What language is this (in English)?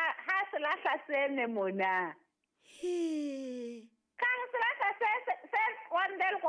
Southern Sotho